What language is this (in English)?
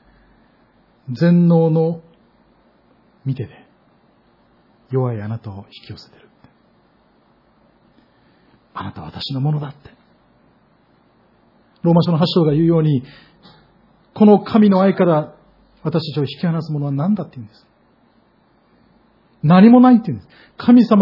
Japanese